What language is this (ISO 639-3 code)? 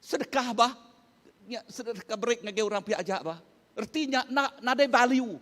iba